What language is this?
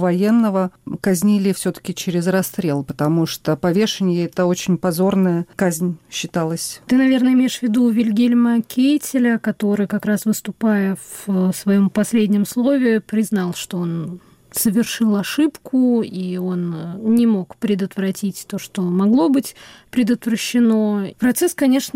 Russian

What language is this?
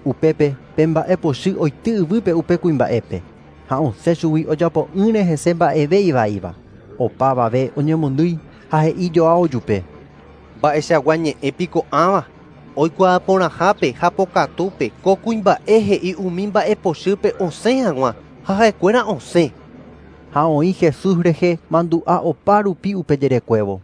Guarani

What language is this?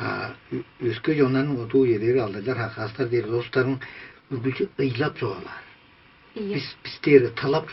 Tuvinian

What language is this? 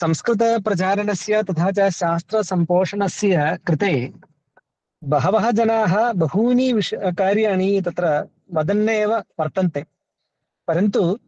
Sanskrit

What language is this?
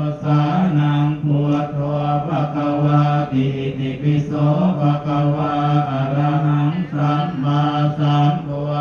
Pali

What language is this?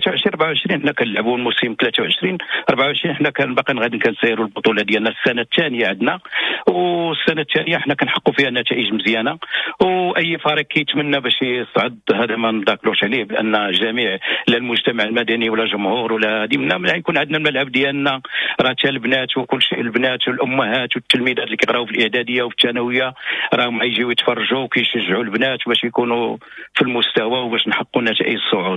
Moroccan Arabic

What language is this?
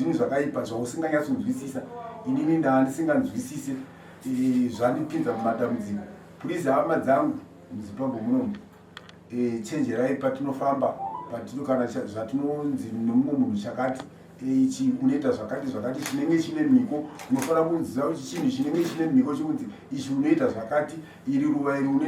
Shona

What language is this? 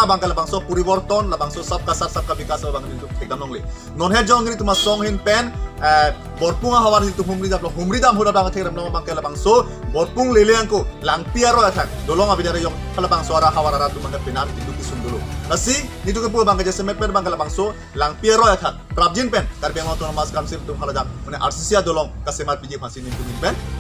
Karbi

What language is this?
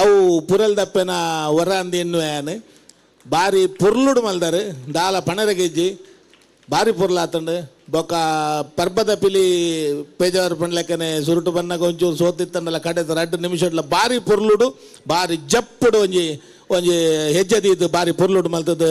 Tulu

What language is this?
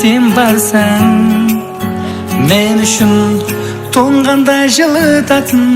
Kara-Kalpak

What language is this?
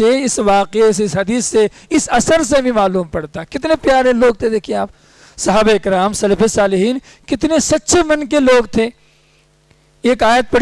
Urdu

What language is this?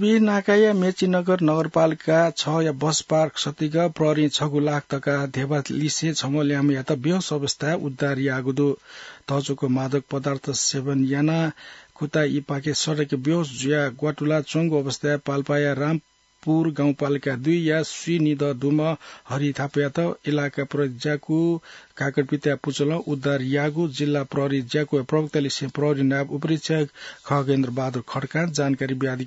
Newari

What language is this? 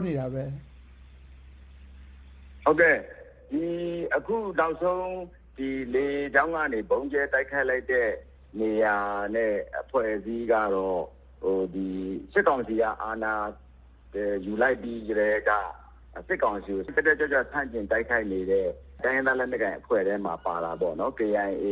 Burmese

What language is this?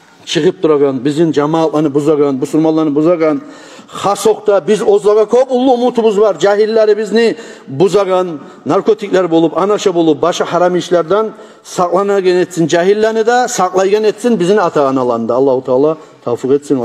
Kumyk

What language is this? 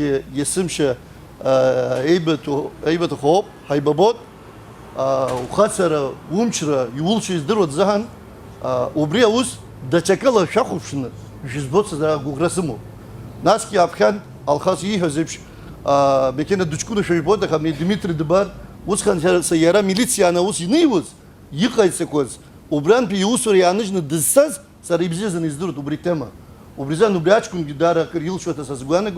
Abkhazian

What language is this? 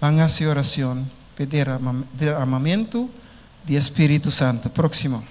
Papiamento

